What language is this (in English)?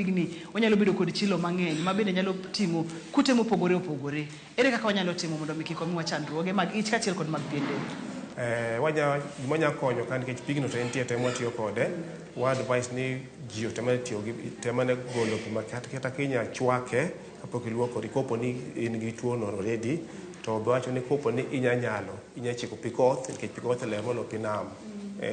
Luo (Kenya and Tanzania)